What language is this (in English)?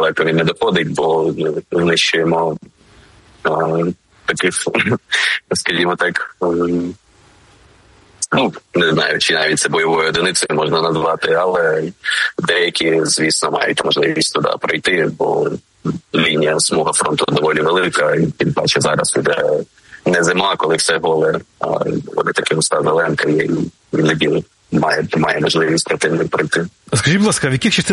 Ukrainian